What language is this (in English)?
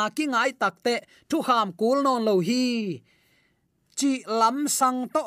Tedim Chin